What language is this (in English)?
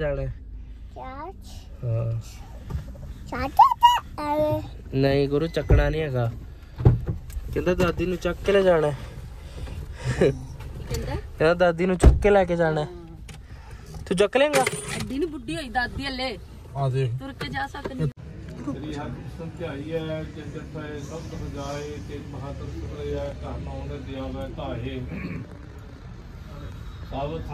Punjabi